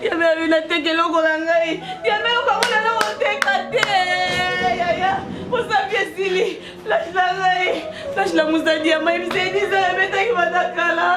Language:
Lingala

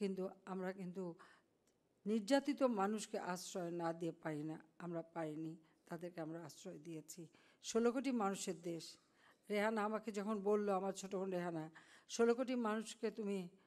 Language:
Bangla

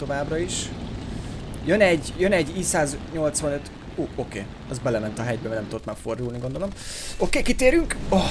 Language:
Hungarian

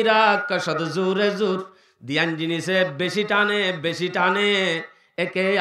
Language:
Rohingya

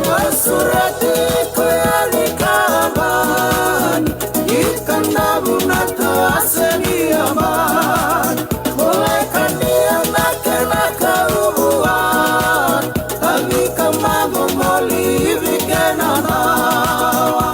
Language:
Fijian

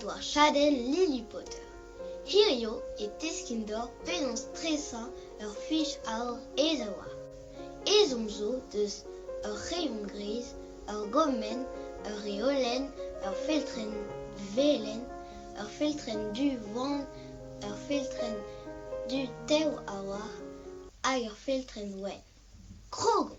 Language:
Breton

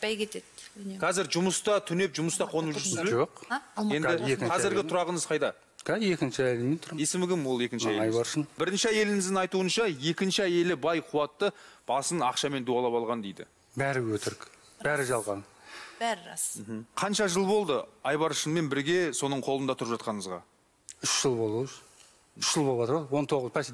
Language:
Kazakh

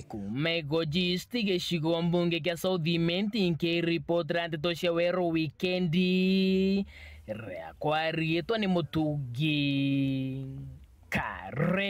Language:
Meru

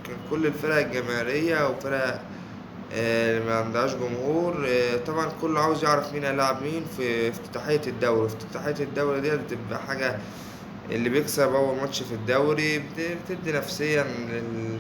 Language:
Egyptian Arabic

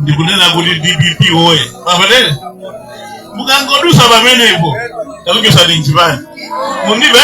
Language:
Nyanja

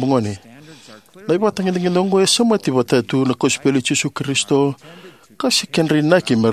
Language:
Fijian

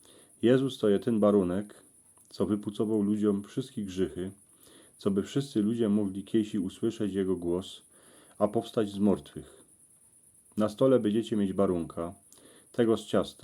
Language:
Silesian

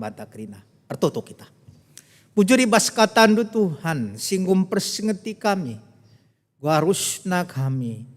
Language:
Batak Karo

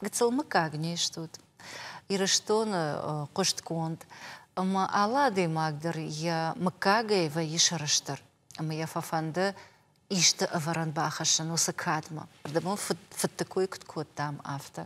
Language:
Ossetic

